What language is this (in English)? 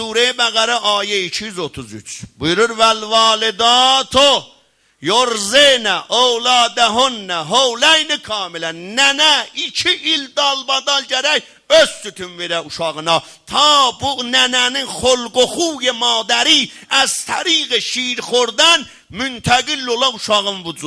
South Azerbaijani